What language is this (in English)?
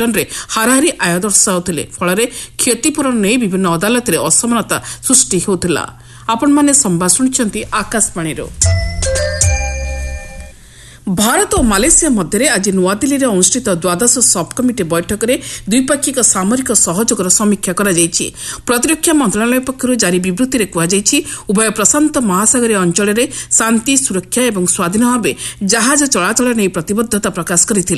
Odia